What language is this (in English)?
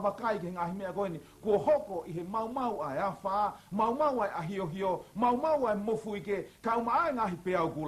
Tongan